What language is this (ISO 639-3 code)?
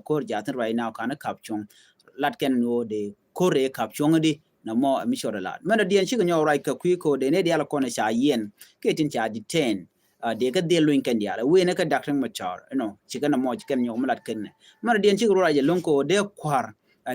nus